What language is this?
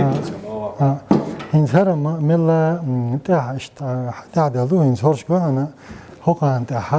Chechen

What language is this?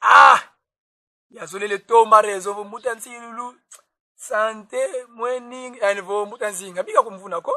Kongo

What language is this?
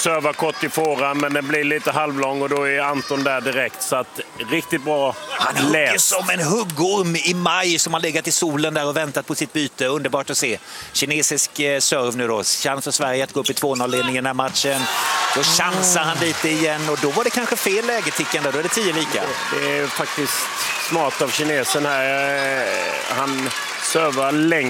Swedish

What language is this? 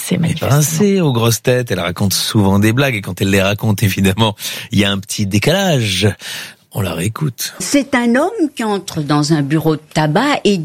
French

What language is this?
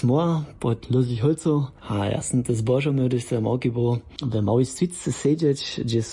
Upper Sorbian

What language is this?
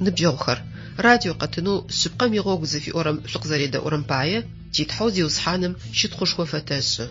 Adyghe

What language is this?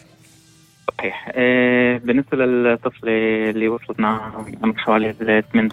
North Levantine Arabic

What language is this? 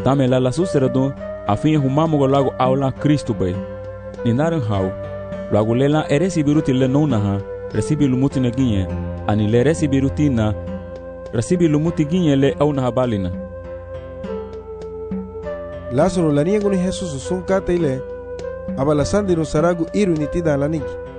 Garifuna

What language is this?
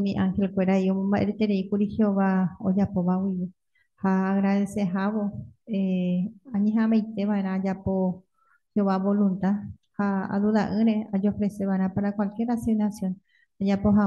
Guarani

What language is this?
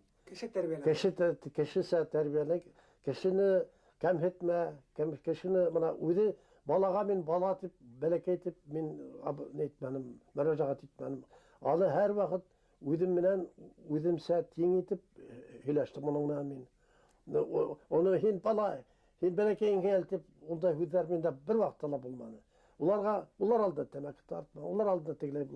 Bashkir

